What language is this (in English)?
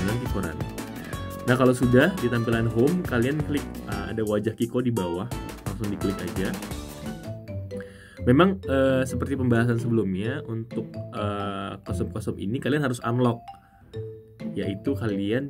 Indonesian